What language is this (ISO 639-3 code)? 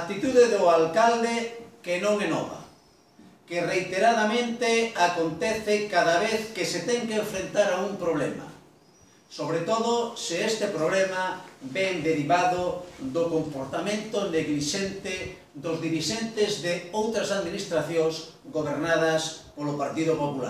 glg